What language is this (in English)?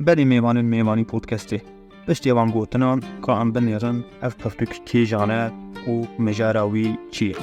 Kurdish